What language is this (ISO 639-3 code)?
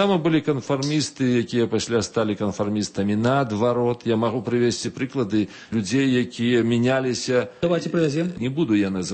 bel